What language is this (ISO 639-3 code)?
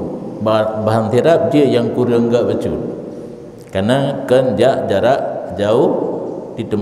ace